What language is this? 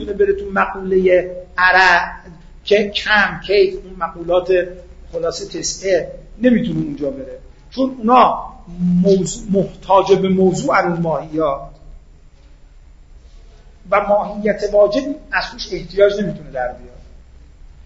Persian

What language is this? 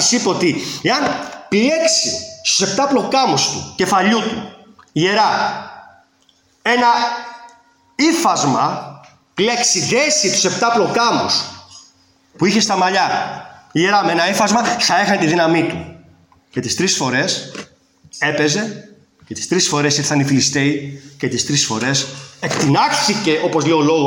Greek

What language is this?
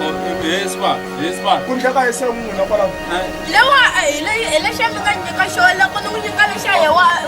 Tsonga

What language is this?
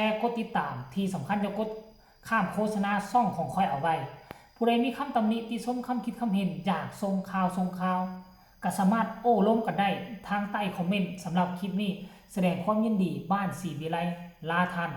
Lao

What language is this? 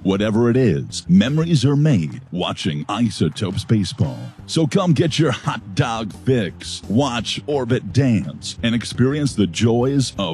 English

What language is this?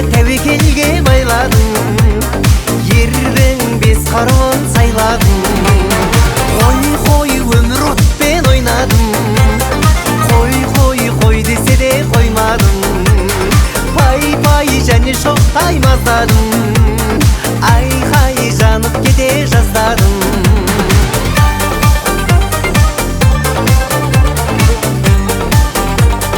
Kazakh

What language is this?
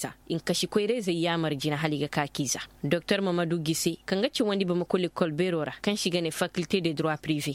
Koyraboro Senni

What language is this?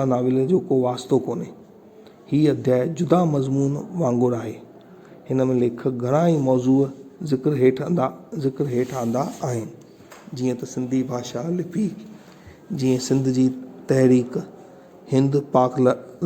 Sindhi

